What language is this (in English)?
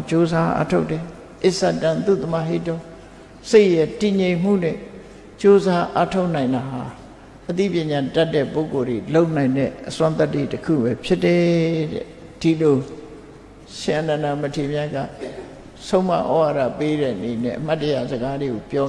Burmese